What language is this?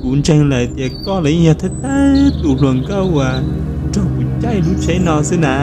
Hmong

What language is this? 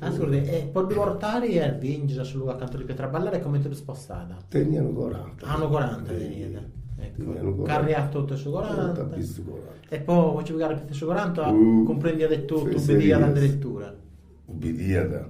Sardinian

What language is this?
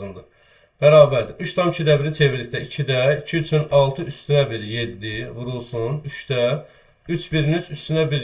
Azerbaijani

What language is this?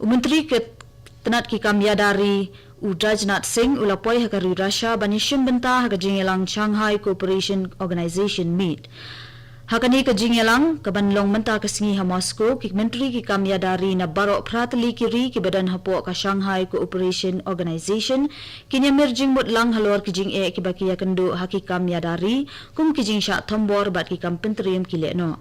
Khasi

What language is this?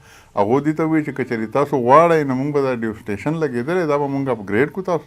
Pashto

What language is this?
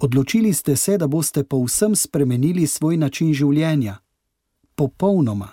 Slovenian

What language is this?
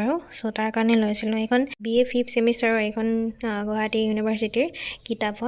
Assamese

